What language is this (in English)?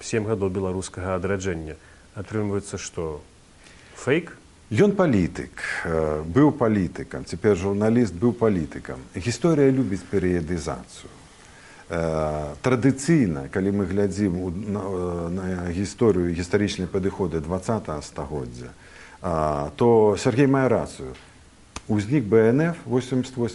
Belarusian